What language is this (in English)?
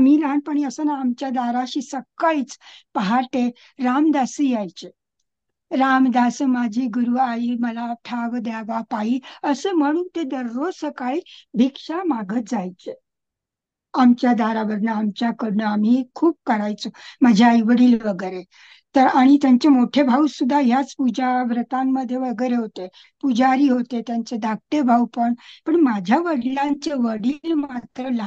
Marathi